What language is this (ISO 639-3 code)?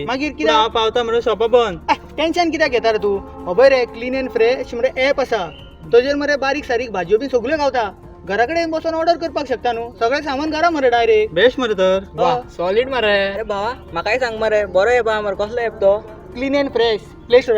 kok